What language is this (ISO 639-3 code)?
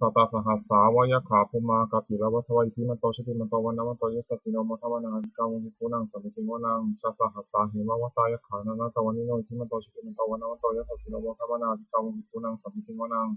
pli